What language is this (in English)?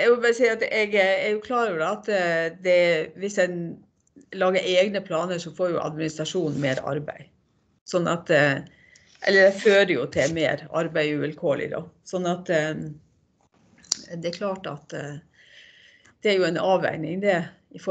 Norwegian